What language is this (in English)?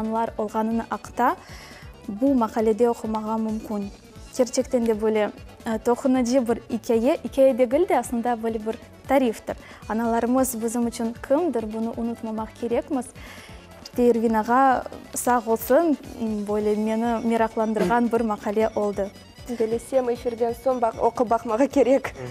Crimean Tatar